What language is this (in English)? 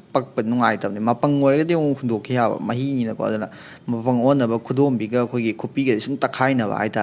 Manipuri